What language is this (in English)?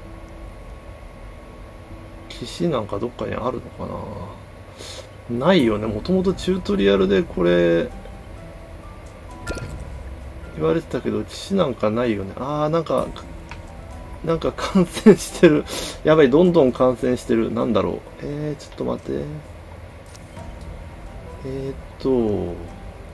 Japanese